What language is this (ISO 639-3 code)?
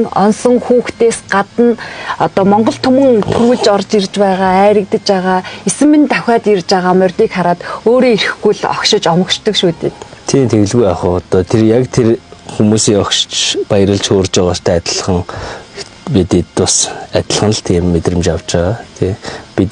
mon